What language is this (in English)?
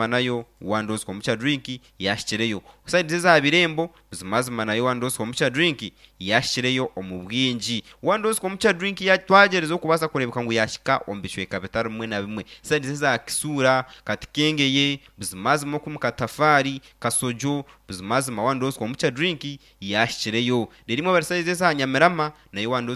Nyankole